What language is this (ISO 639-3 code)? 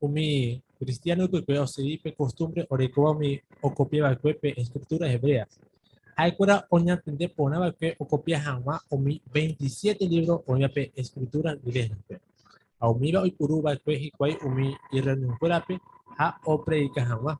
grn